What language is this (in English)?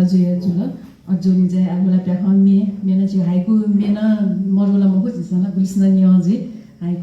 Newari